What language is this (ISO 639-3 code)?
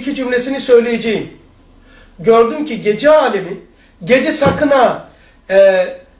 tur